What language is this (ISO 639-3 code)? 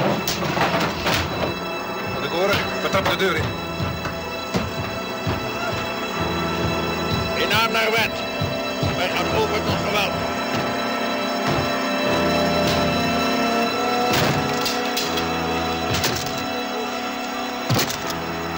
nld